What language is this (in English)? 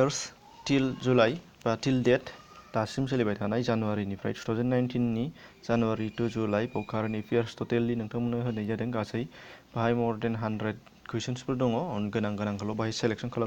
Bodo